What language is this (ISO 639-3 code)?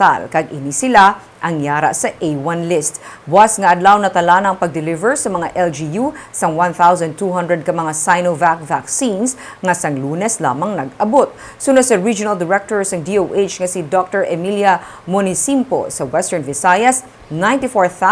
hil